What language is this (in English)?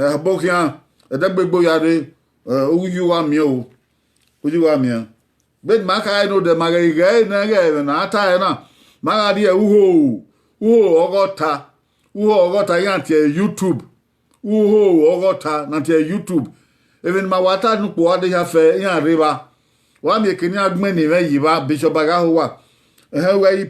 Bini